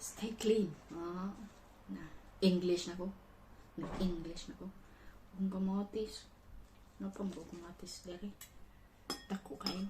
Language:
Cebuano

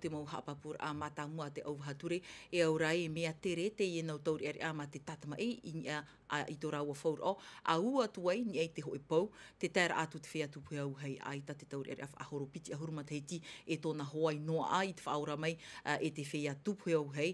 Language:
Tahitian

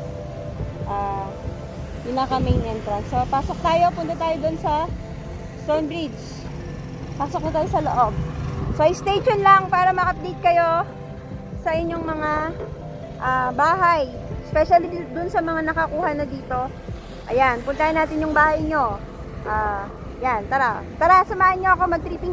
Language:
Filipino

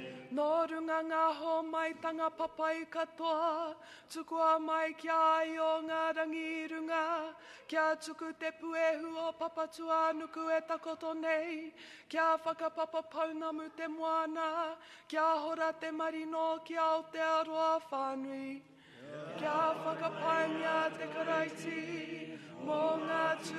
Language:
Māori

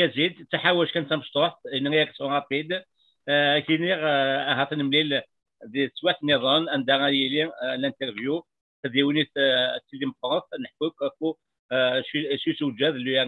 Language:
Kabyle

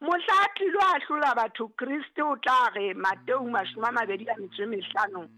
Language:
Southern Sotho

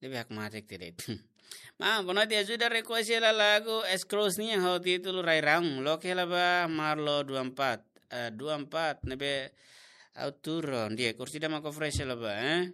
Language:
Tetum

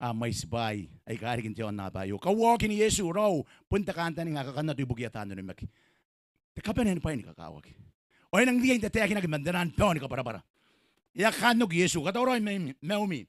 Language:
Gilbertese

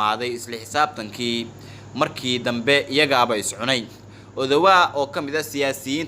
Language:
Somali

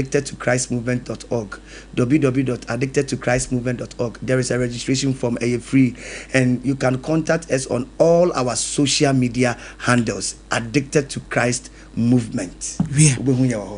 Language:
Akan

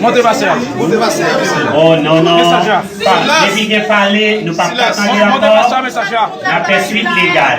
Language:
Haitian Creole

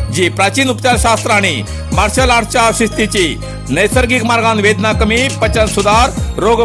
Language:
Konkani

